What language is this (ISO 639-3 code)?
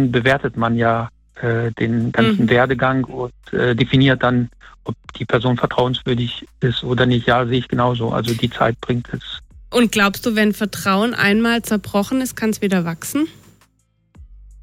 deu